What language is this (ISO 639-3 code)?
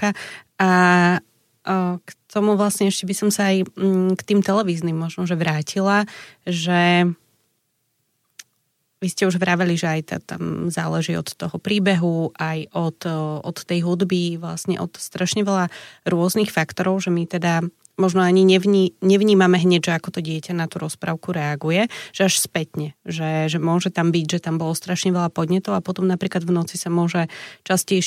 slk